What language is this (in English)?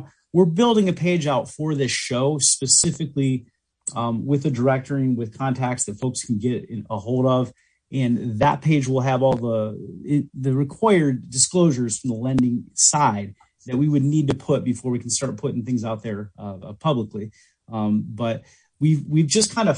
English